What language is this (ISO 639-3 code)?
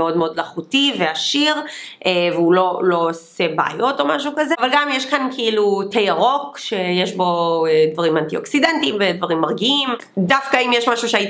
heb